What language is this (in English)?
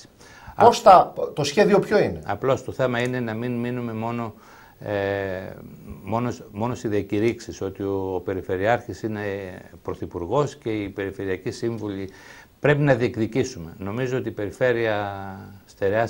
Greek